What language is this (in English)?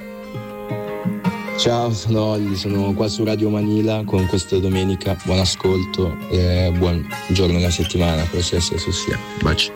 Italian